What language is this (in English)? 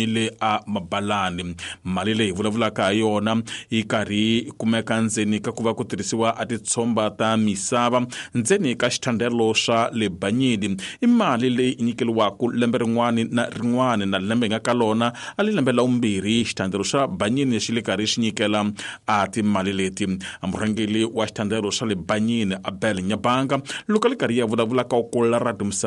Tsonga